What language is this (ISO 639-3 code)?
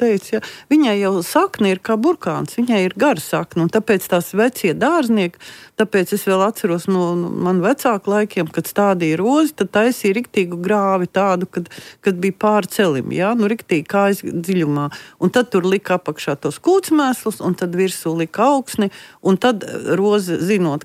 lav